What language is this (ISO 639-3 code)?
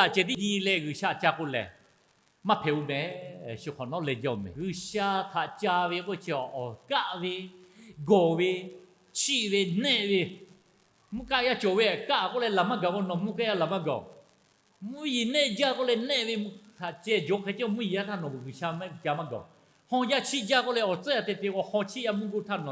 lhu